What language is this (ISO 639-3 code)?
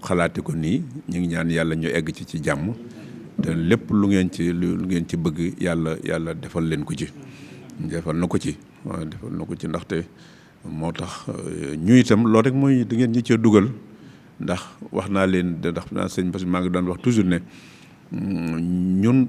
wol